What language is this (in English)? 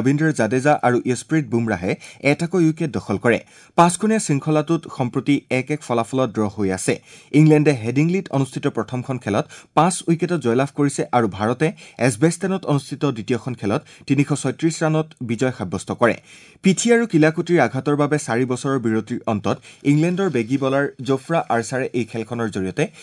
Assamese